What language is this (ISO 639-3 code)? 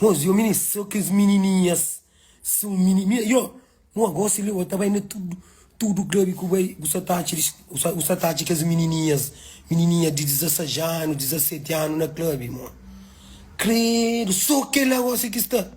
kea